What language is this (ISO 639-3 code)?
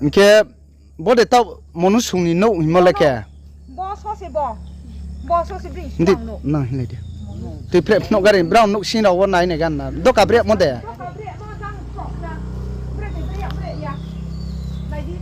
ria